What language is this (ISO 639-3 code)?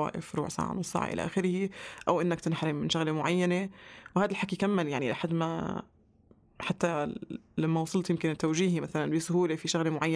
apc